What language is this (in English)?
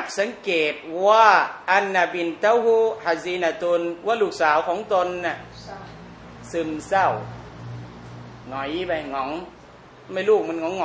Thai